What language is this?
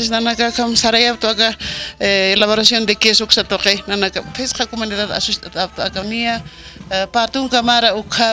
Aymara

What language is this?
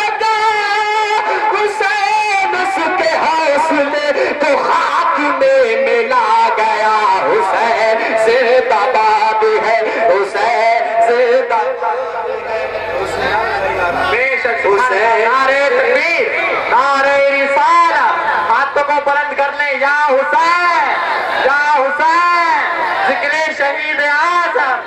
Urdu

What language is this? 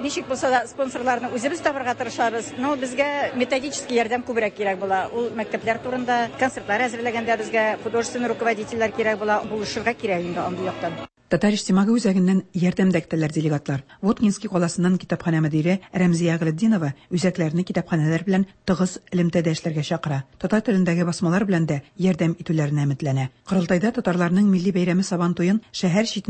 Tatar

